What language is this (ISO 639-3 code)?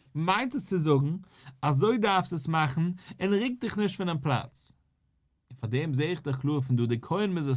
yid